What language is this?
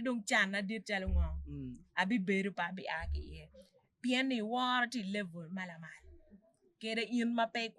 Acoli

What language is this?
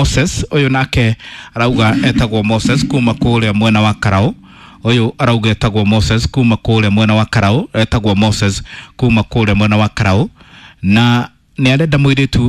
Kikuyu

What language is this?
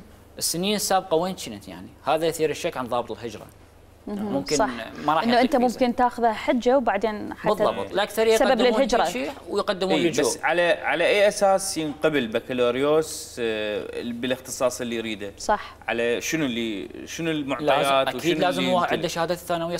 Mesopotamian Arabic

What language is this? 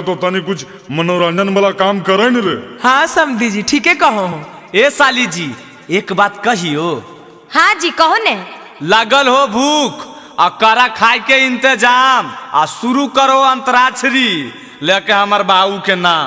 Magahi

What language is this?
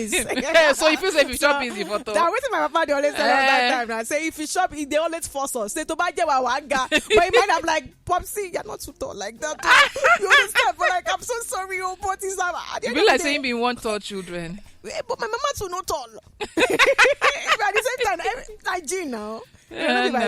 Nigerian Pidgin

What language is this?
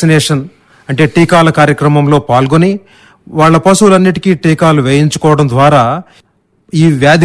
Telugu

